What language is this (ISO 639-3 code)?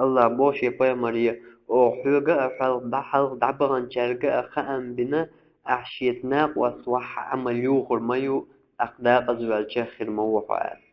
che